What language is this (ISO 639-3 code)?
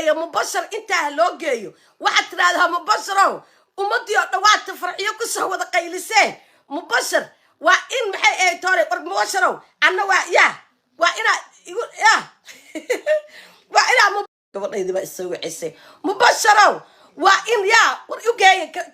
som